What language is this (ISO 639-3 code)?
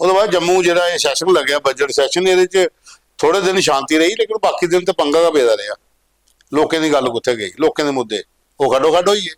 doi